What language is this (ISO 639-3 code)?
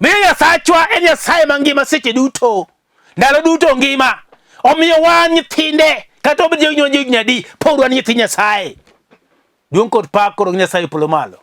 luo